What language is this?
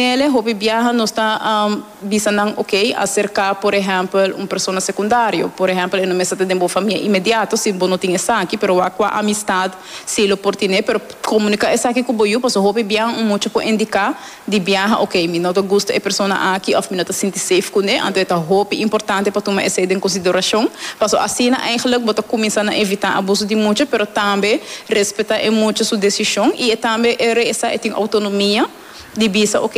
Papiamento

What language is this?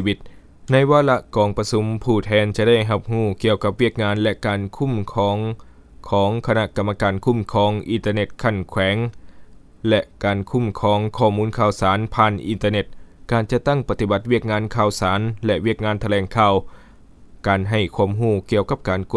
Lao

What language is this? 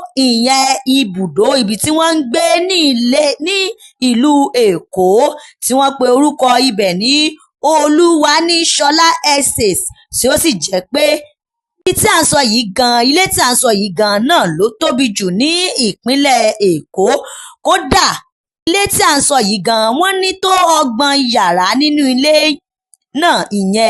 Yoruba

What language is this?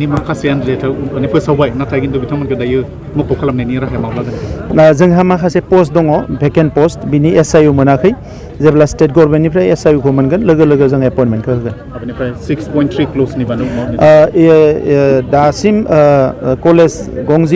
Bodo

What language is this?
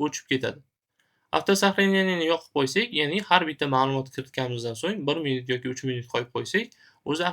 Uzbek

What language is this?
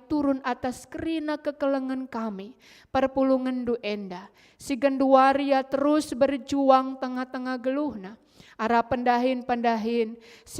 Batak Karo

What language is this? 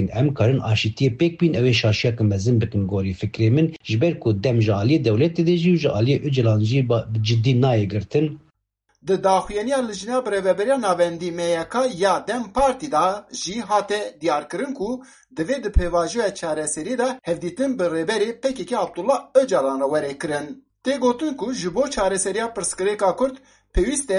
Kurdish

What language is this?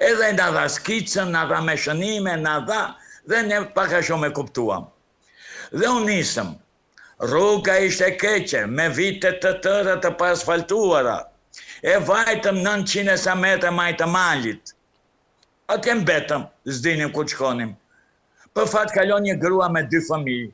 Albanian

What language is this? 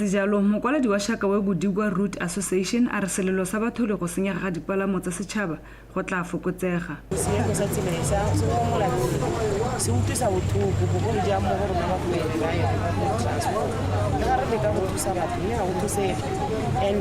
Tswana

